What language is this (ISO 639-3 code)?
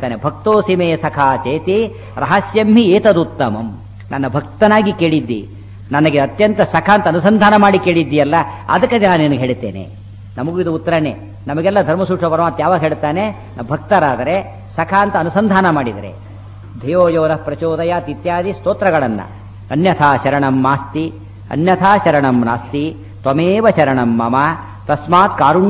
kan